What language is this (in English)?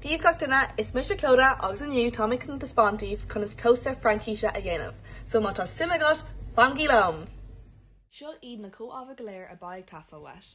Irish